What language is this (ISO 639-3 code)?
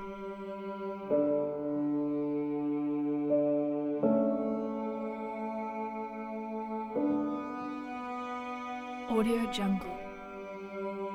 msa